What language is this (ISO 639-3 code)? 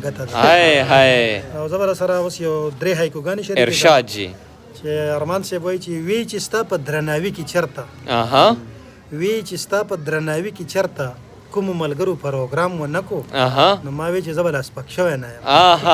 pus